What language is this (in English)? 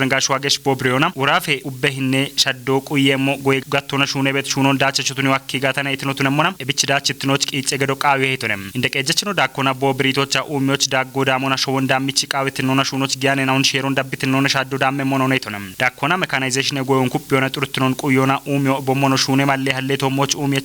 Kafa